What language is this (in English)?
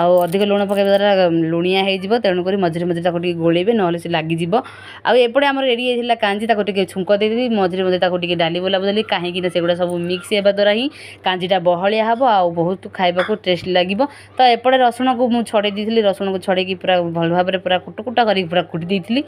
Odia